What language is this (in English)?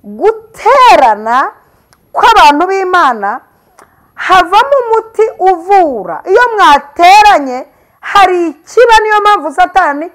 Kinyarwanda